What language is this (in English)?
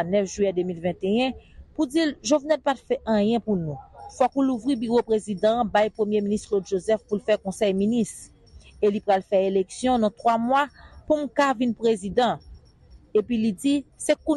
Haitian Creole